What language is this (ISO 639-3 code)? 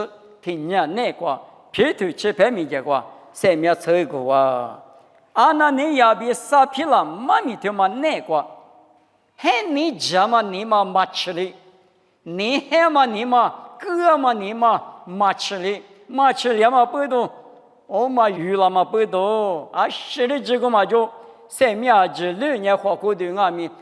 lis